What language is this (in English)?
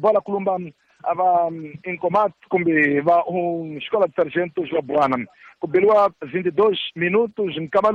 Tsonga